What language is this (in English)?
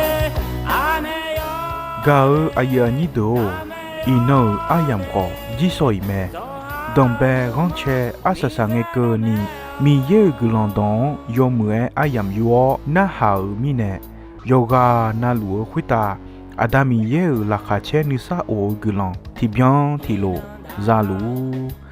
Akha